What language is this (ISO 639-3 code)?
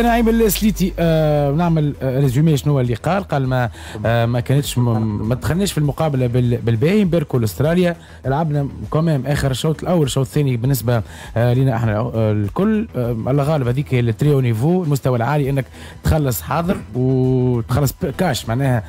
aeb